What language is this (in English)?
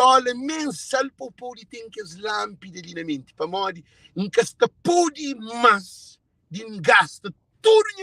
Kabuverdianu